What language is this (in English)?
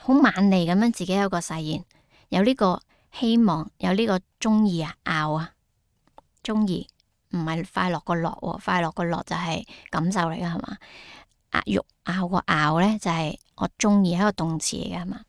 Cantonese